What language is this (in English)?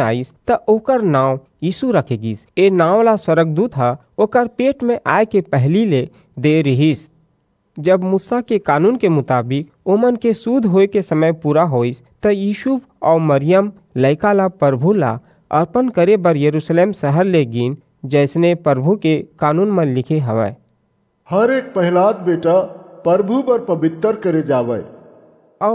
Chhattisgarhi